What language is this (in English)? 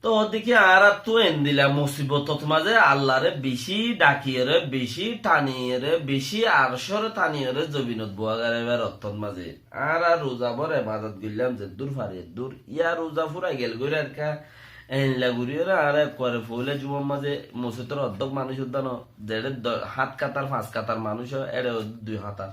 Rohingya